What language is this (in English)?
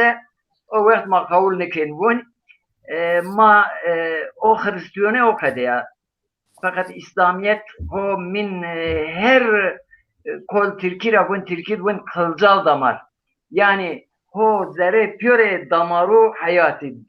Zaza